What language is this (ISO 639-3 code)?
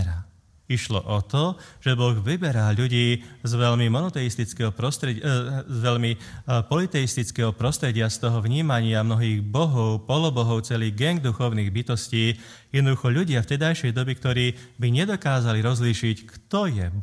slk